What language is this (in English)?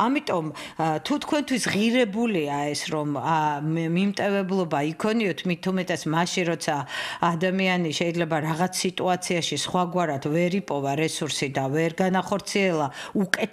Georgian